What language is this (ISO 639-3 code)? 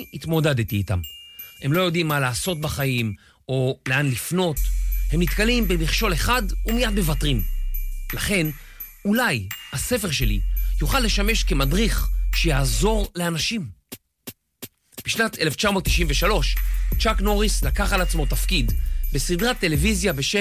heb